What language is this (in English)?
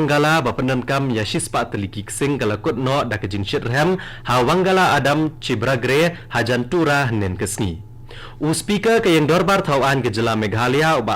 Khasi